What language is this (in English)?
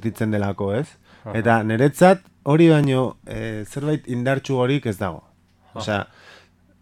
Basque